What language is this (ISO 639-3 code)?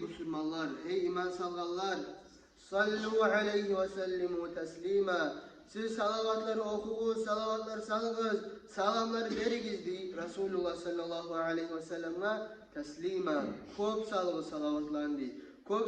kum